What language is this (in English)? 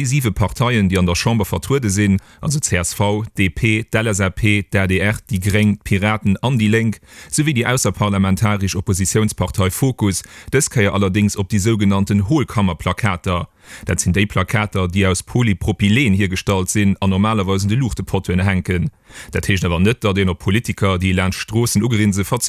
Luxembourgish